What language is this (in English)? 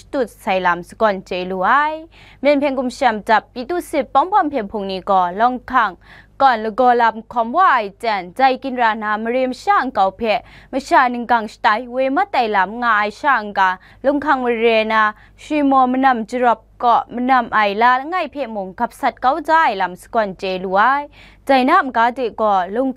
Kachin